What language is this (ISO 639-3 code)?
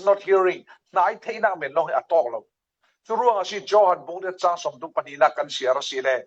cfm